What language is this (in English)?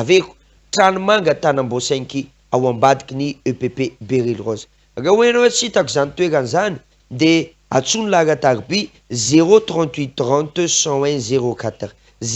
Malagasy